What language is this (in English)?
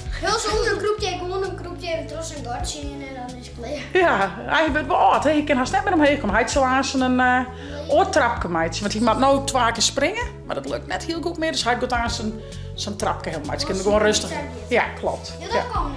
Western Frisian